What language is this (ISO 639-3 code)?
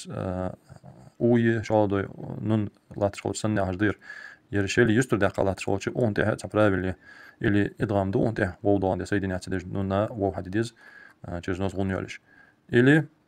inh